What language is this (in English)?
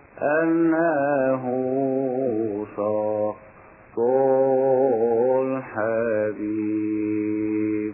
Arabic